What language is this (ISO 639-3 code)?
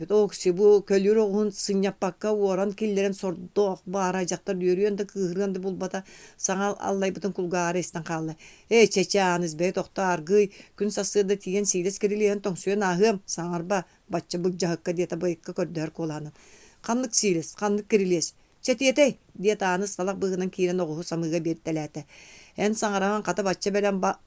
sah